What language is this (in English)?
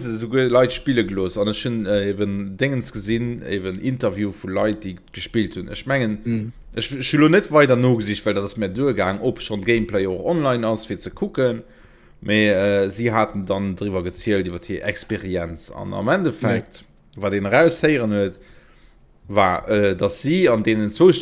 Luxembourgish